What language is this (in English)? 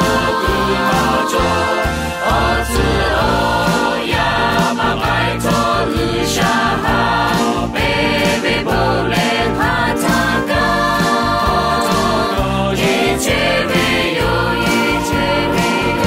Lahu